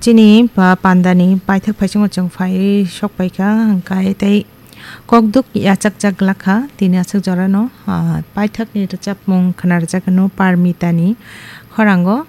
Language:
Kok Borok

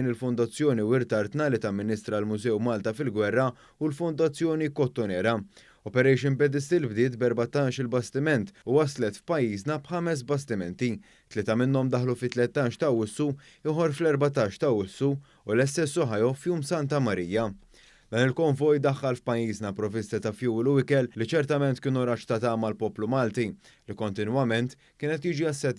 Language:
Maltese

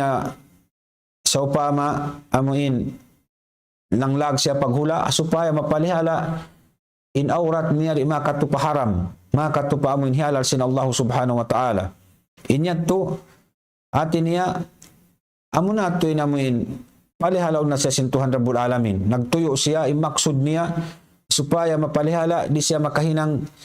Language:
Tausug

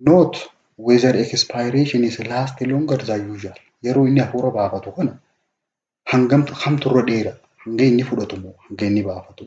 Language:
Oromo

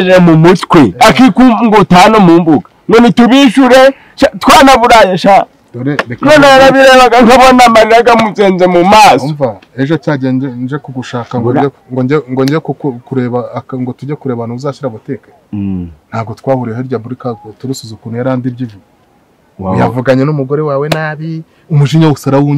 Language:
Kinyarwanda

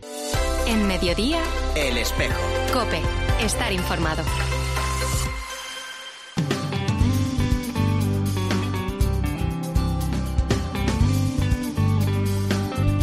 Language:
Spanish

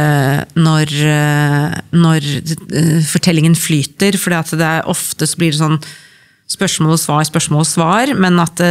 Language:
Norwegian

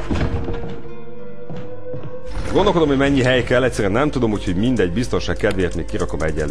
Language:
Hungarian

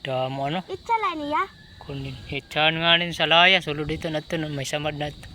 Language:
Waray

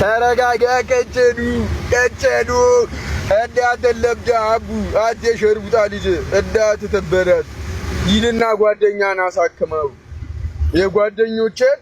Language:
Amharic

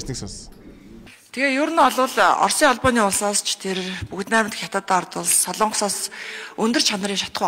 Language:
Mongolian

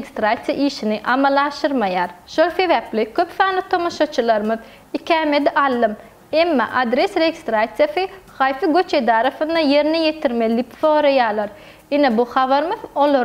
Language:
Turkmen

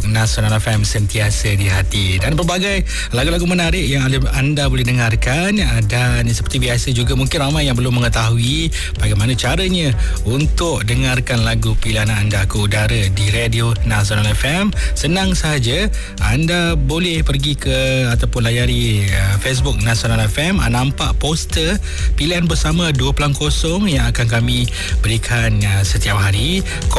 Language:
Malay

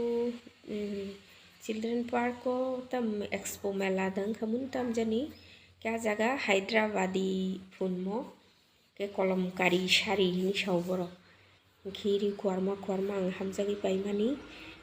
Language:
Kok Borok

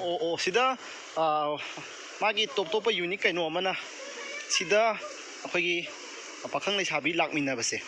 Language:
Manipuri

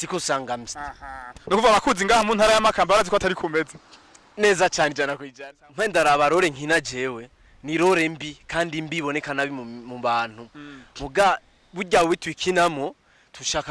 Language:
Rundi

